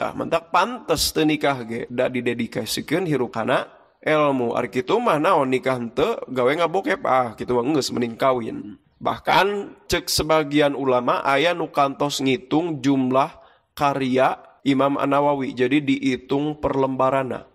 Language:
Sundanese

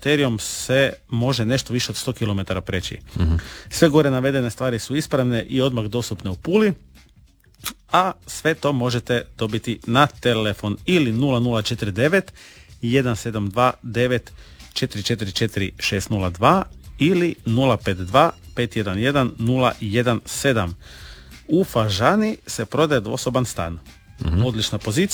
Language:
Croatian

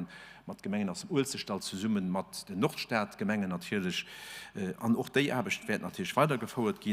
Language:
Luxembourgish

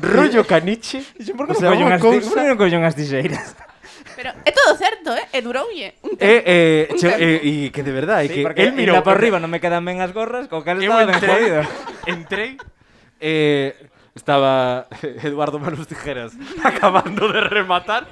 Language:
Galician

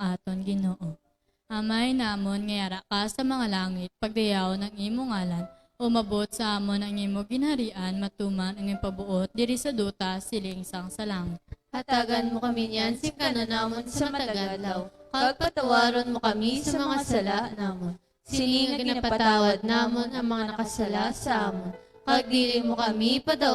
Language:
Hiligaynon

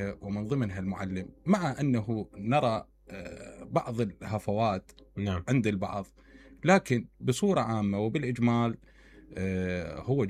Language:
Mesopotamian Arabic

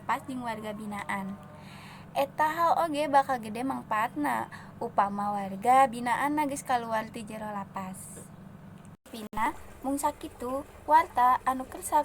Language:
Sundanese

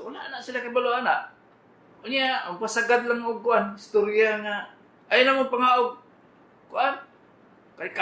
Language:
Cebuano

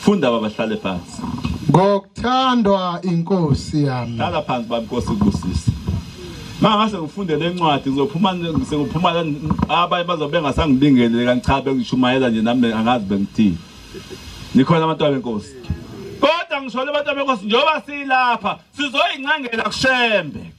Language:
Zulu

